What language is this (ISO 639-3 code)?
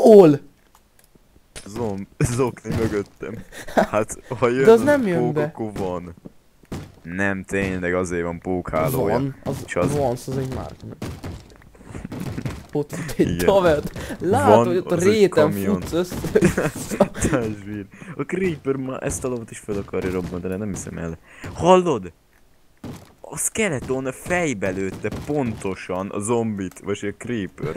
hun